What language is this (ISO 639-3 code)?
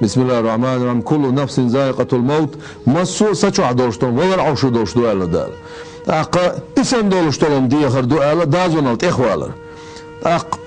che